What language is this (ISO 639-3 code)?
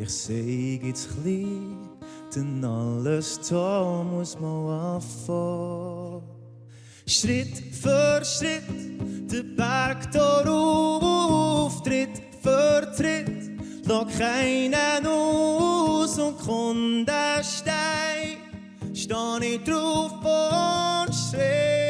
gsw